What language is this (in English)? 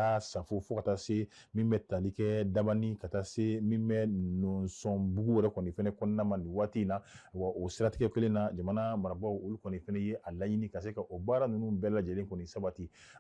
Bambara